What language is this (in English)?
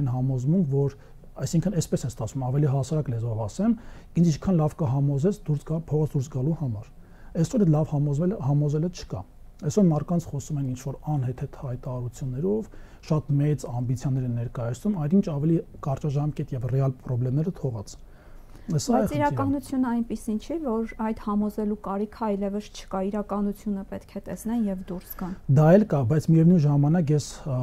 Armenian